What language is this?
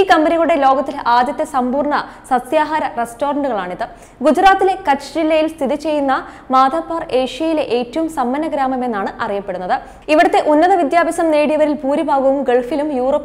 Malayalam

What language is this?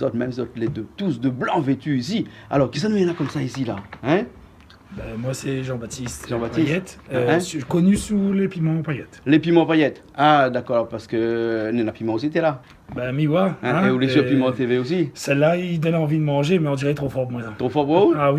Réunion Creole French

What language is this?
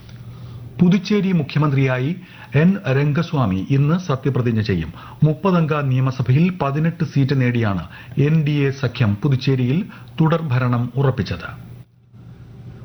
Malayalam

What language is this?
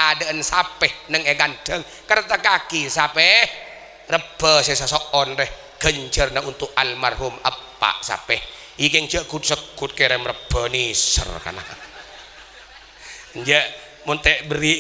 Madurese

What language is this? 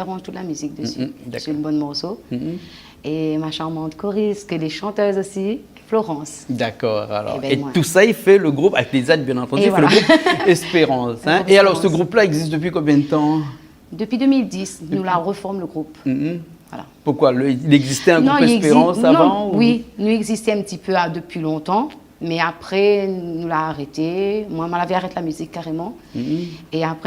Réunion Creole French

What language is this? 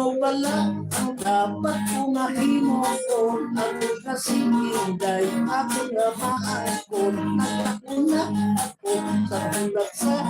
Hiligaynon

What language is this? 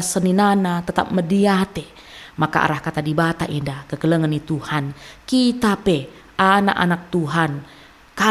Batak Karo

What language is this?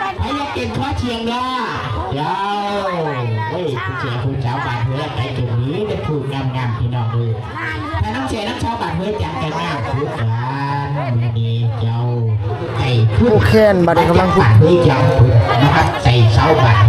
Lao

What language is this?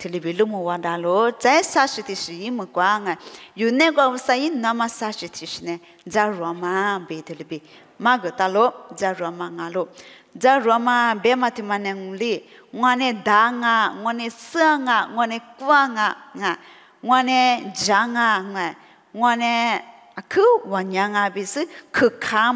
Lisu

